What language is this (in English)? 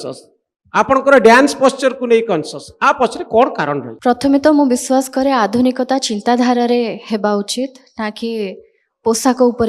Odia